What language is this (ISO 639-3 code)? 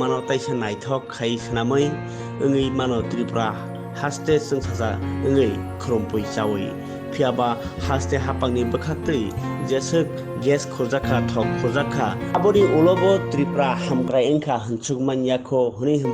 trp